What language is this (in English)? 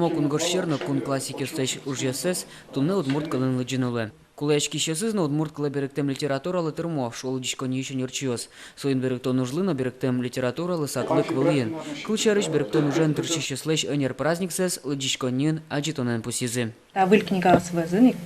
Udmurt